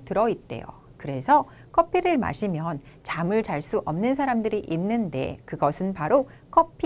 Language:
Korean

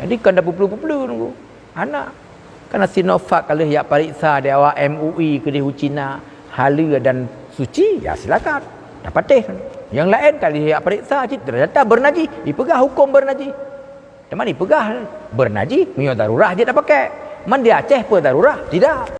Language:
Achinese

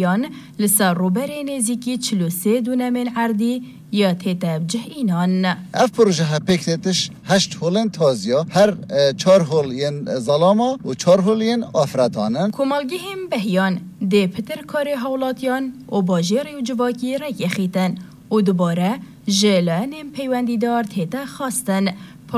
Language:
Kurdish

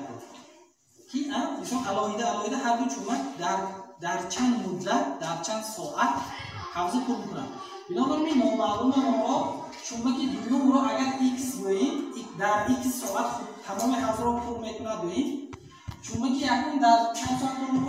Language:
Tajik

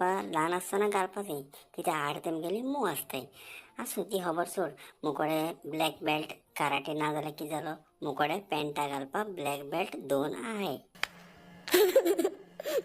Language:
Konkani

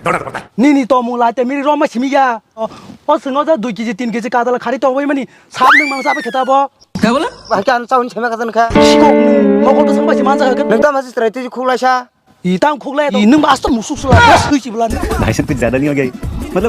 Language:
Kok Borok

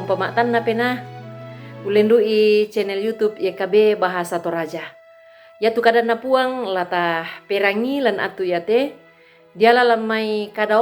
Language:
Toraja-Sa'dan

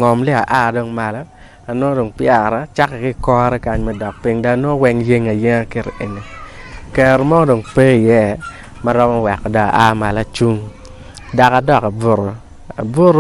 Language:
Acoli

